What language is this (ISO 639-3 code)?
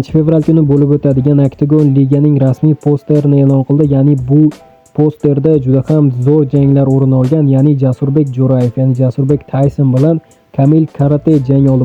uzb